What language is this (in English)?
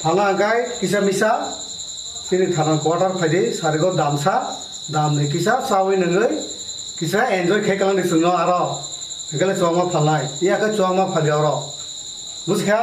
Kok Borok